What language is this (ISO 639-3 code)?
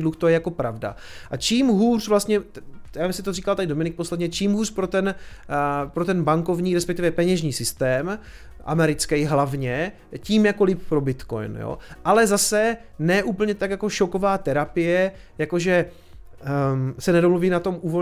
ces